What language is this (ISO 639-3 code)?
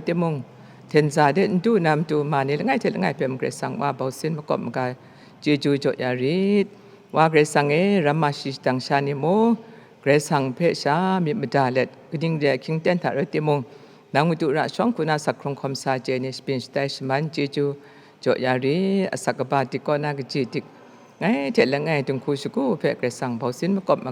kac